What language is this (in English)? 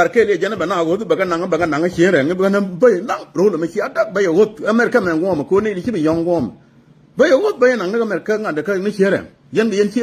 Nuer